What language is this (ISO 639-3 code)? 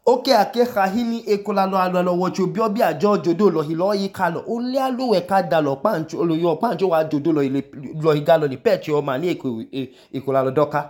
idu